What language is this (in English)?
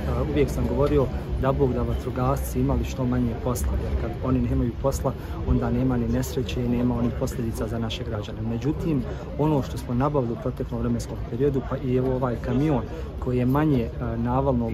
Bosnian